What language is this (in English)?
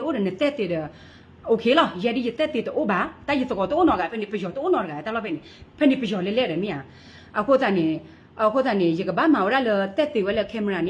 S'gaw Karen